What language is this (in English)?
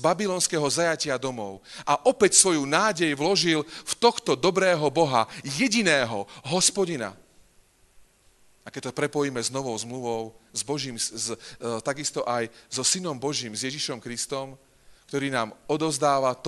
Slovak